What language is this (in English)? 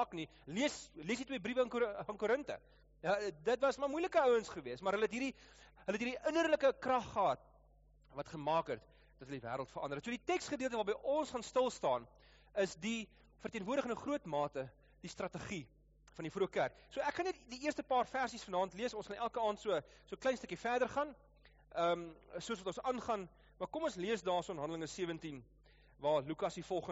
Afrikaans